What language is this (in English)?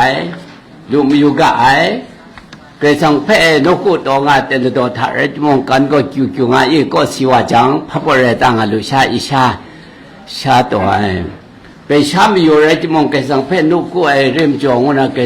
Kachin